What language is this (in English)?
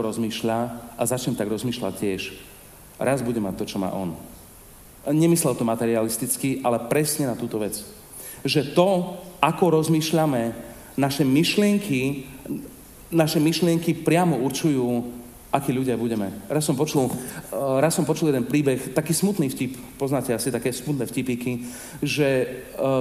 Slovak